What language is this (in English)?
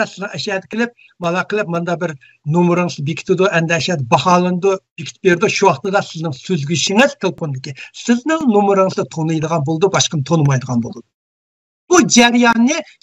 Uyghur